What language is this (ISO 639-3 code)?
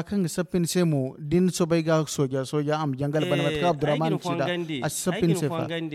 dje